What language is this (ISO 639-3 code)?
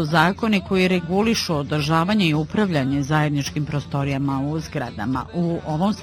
bos